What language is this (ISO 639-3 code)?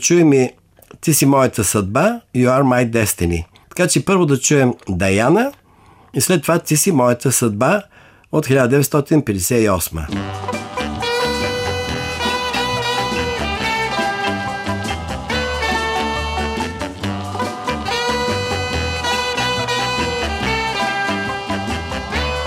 bul